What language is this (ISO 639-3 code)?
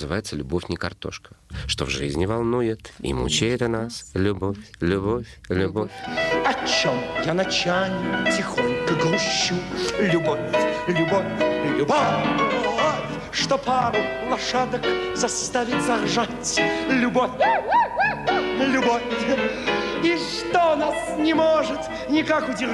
rus